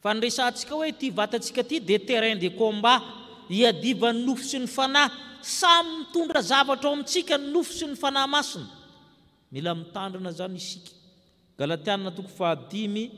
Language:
Malagasy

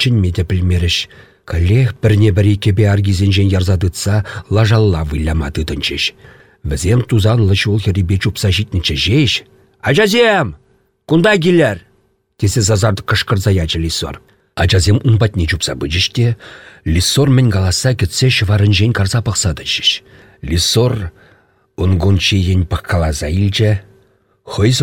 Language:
Chuvash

